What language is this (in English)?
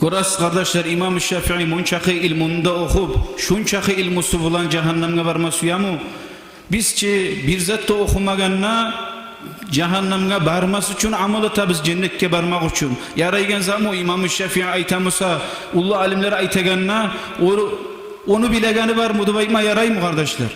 Kumyk